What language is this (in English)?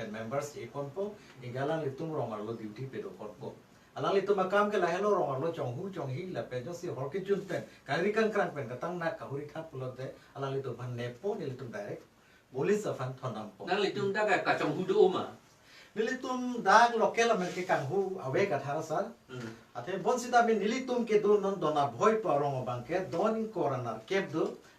Karbi